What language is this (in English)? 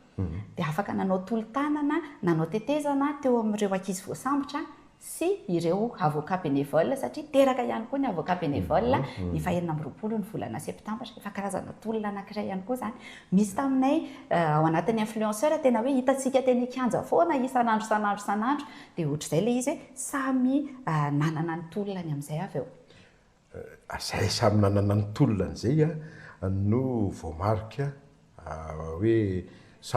Malagasy